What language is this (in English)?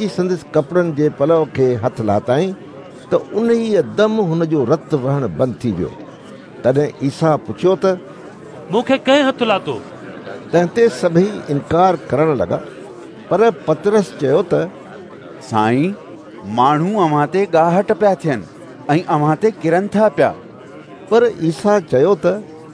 Sindhi